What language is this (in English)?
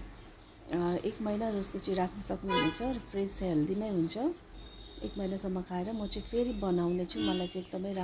Nepali